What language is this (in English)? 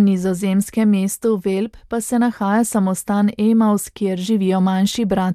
Slovenian